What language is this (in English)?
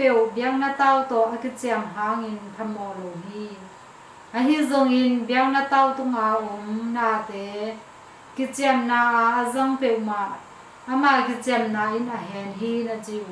Tedim Chin